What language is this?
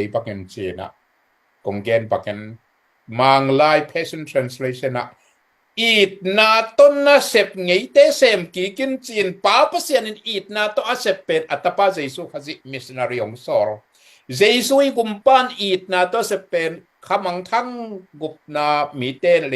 Tedim Chin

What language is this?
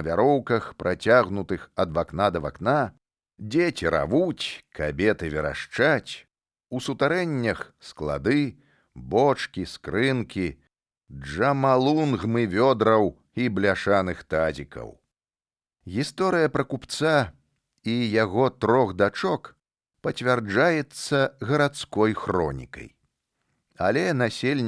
Belarusian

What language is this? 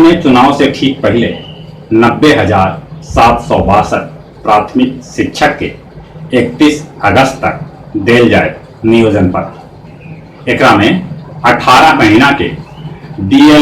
Magahi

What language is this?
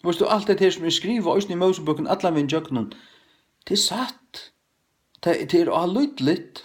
Faroese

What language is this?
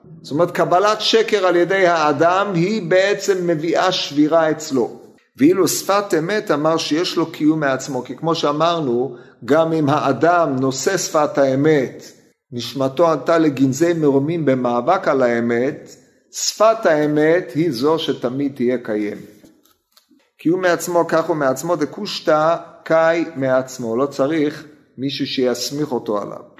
Hebrew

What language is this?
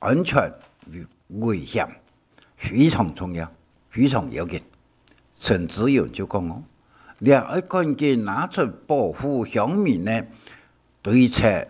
Hakka Chinese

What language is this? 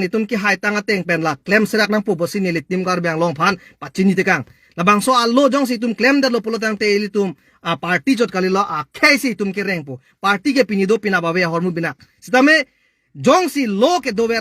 Karbi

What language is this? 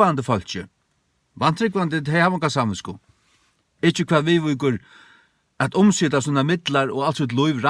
Faroese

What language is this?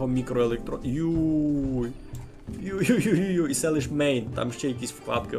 Rusyn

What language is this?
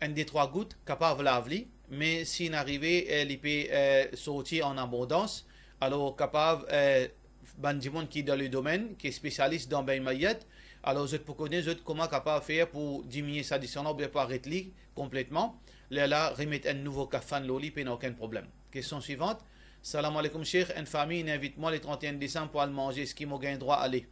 Morisyen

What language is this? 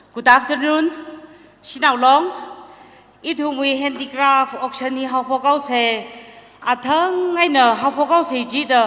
Tangkhul Naga (India)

